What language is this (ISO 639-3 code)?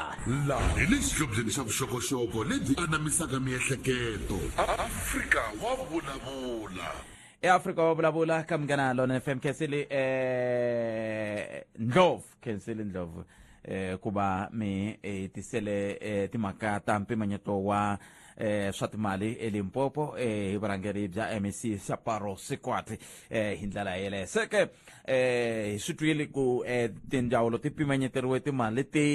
tso